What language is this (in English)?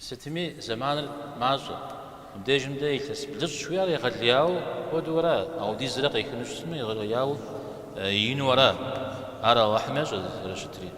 Kabardian